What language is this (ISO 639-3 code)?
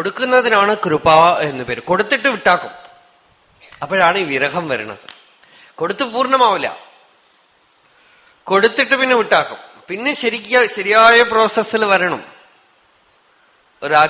mal